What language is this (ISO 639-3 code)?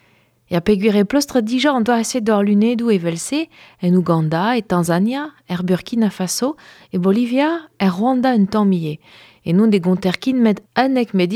bre